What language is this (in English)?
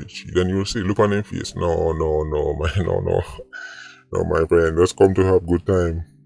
Jamaican Creole English